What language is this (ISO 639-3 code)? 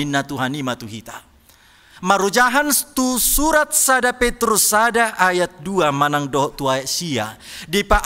bbc